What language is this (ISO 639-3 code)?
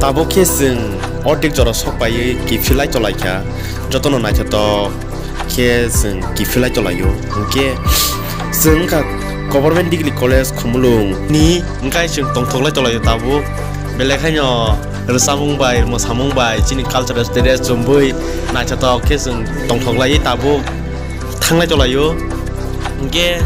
trp